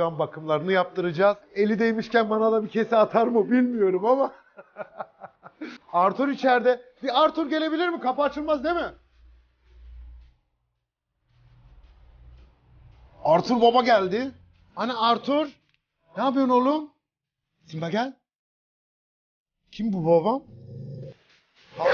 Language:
Turkish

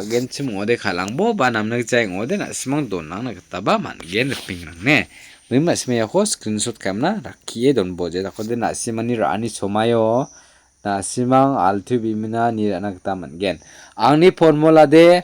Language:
Garo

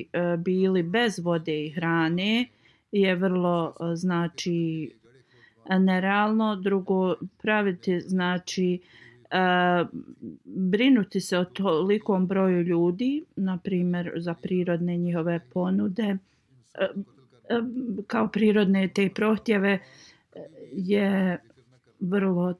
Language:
Bosnian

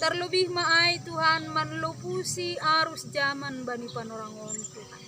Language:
Batak Simalungun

